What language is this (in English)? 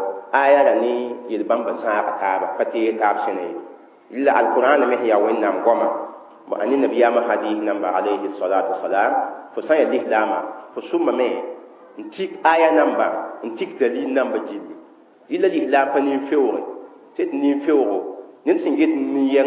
Mossi